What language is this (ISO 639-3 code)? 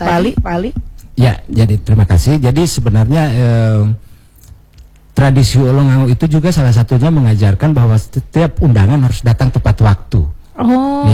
ind